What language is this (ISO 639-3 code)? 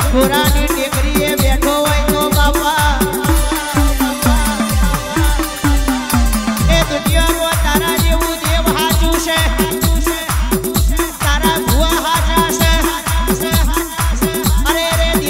guj